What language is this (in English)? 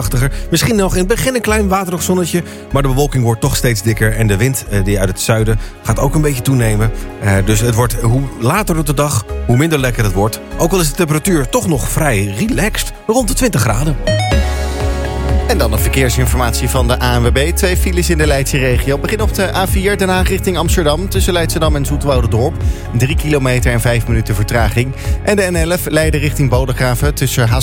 Dutch